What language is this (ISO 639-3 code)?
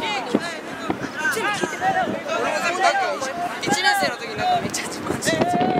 jpn